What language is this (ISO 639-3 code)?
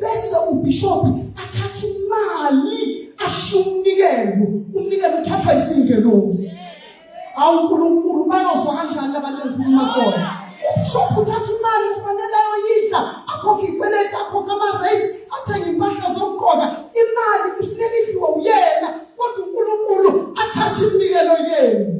zul